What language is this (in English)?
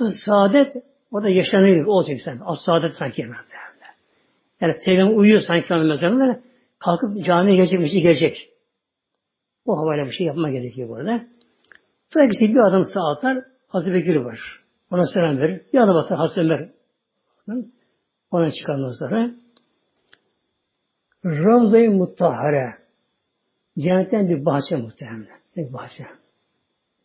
Turkish